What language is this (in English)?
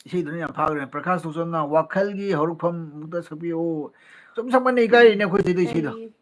Manipuri